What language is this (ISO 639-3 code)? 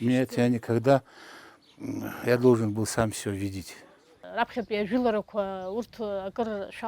abk